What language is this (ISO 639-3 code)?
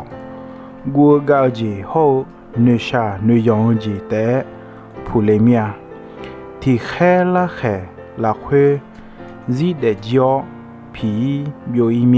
ahk